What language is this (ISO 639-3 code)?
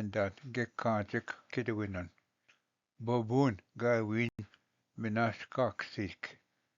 oji